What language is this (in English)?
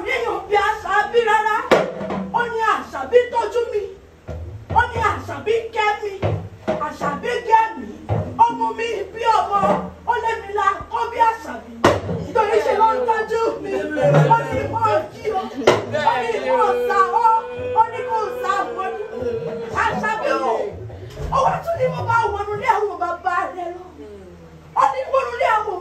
Yoruba